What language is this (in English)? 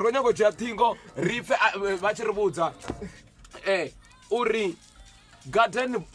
Venda